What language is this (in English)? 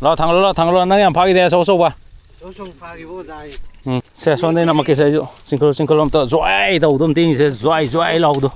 Manipuri